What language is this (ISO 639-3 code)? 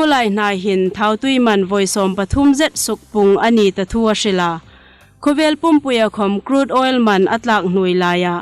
hmr